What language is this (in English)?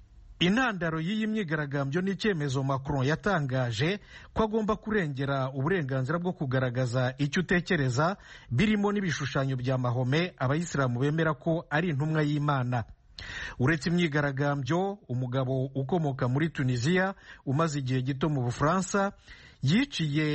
Kinyarwanda